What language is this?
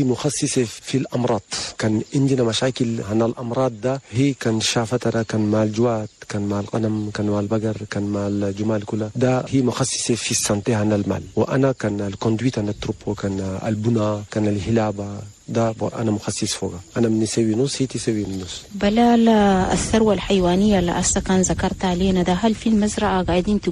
Chadian Arabic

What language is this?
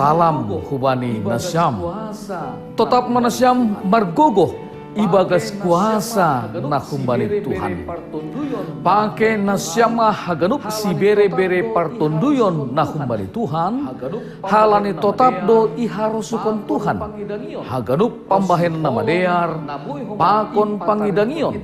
Batak Simalungun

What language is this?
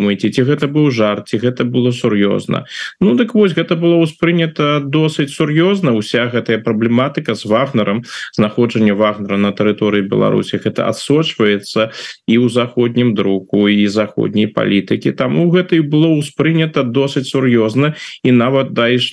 Belarusian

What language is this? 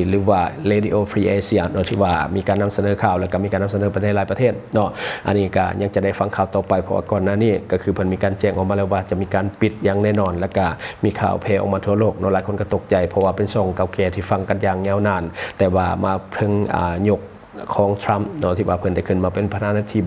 Lao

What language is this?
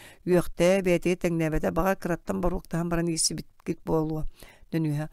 Yakut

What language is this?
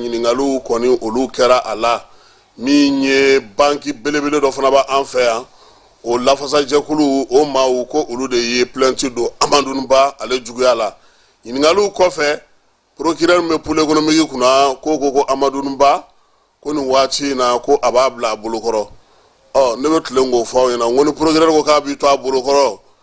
Bambara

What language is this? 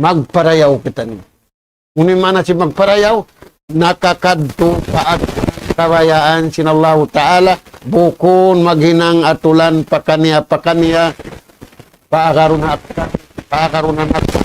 Tausug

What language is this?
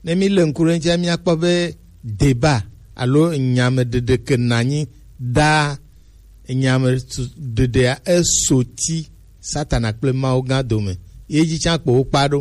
Gen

